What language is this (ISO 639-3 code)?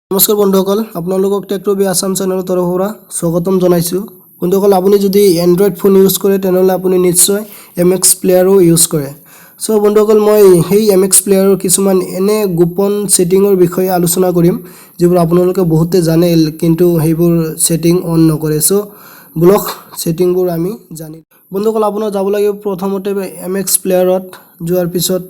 asm